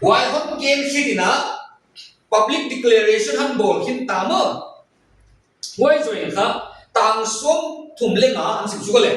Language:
Paite Chin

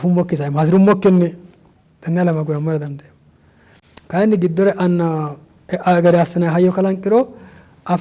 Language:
Sidamo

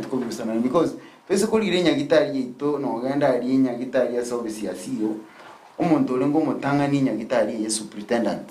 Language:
Gusii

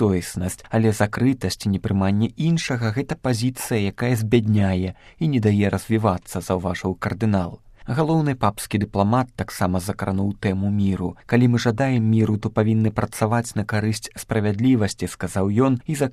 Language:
Belarusian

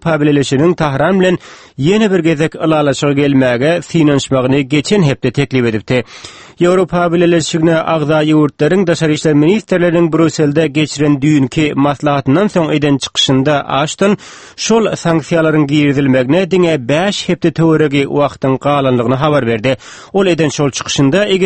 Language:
Turkmen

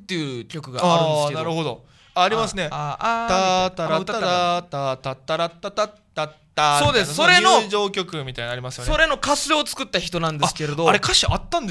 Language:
Japanese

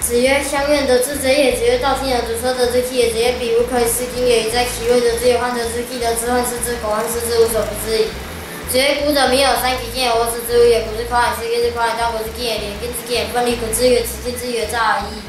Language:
Literary Chinese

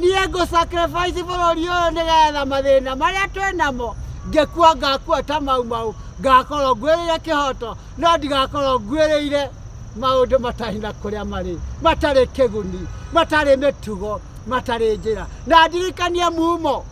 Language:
Kikuyu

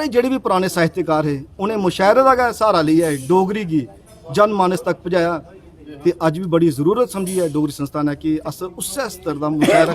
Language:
Dogri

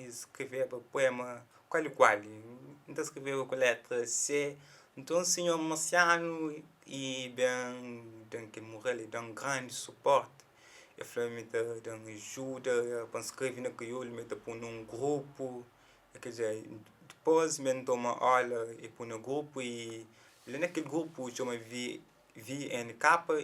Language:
Kabuverdianu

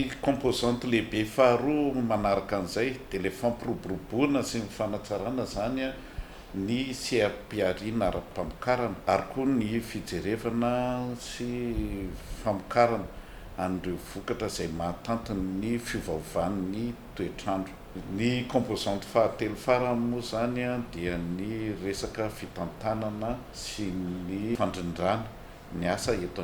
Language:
Malagasy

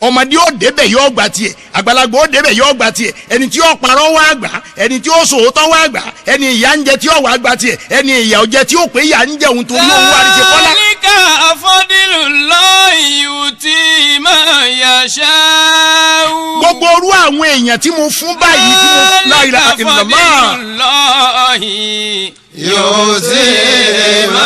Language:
Yoruba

